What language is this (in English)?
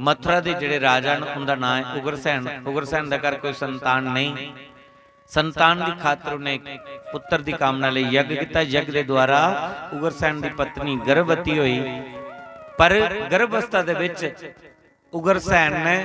Dogri